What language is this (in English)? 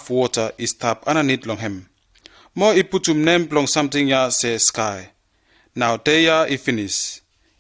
Bislama